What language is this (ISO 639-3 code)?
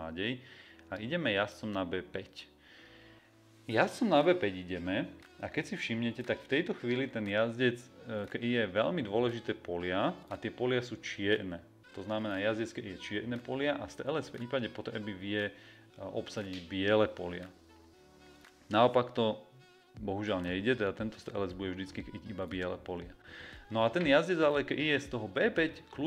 slk